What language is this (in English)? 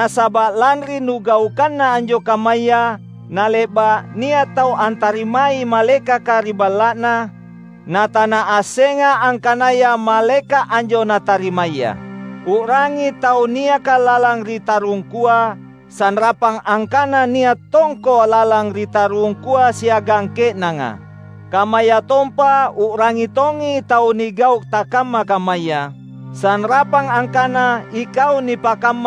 Makasar